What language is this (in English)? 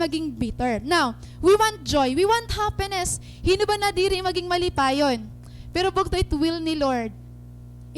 Waray